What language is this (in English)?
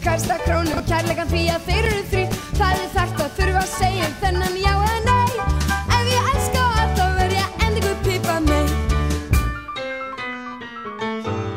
Icelandic